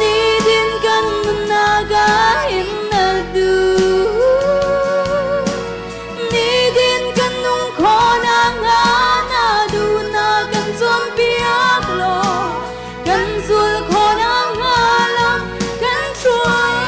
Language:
Hakha Chin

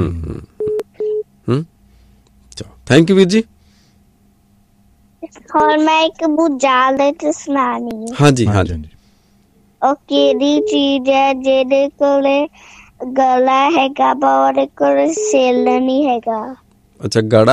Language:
Punjabi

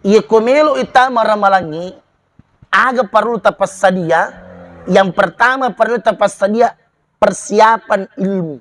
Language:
Buginese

